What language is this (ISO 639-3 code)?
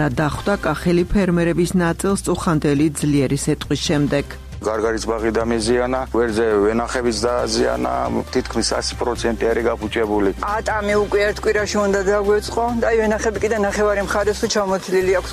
kat